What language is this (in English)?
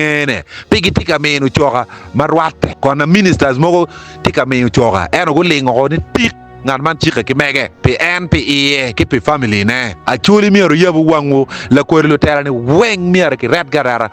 Acoli